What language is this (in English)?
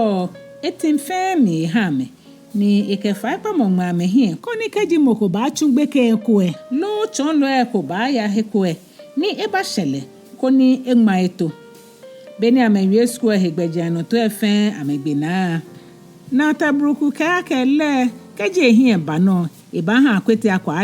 Ga